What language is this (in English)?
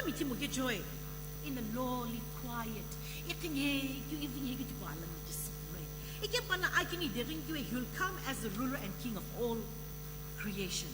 Sumi Naga